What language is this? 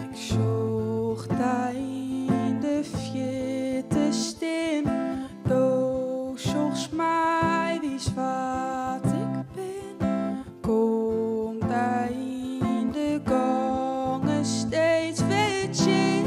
Western Frisian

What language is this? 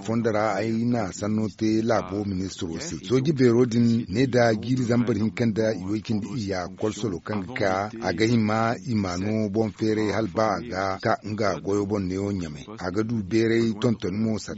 Zarma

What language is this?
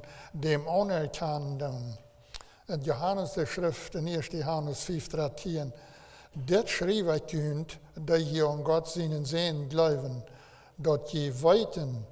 Plautdietsch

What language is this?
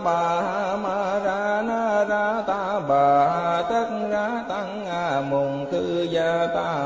Vietnamese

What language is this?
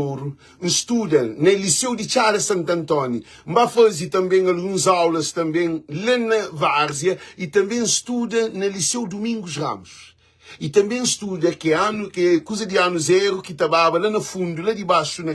Kabuverdianu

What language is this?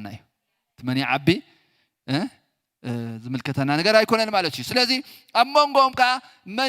Tigrinya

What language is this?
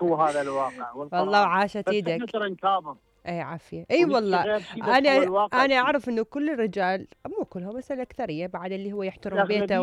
Mesopotamian Arabic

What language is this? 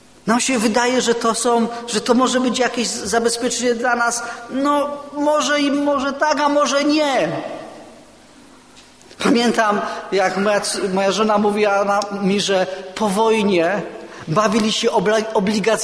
Polish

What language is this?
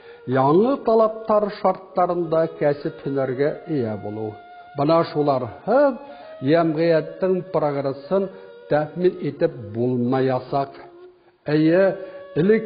Bashkir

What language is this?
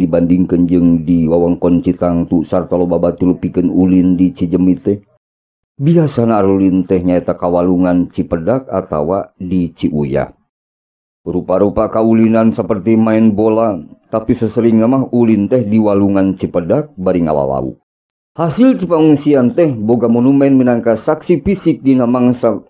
Sundanese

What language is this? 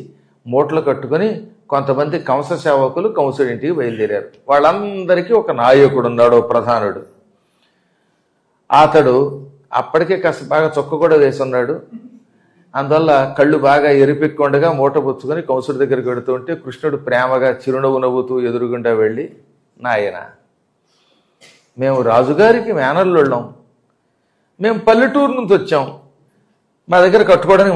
Telugu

